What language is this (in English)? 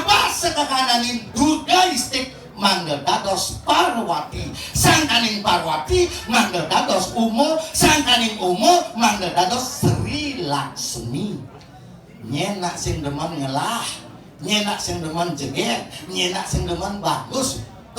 Balinese